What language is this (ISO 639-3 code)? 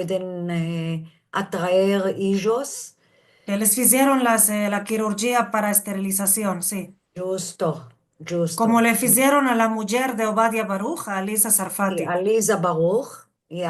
lad